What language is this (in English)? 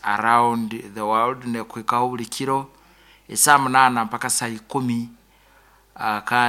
Nyoro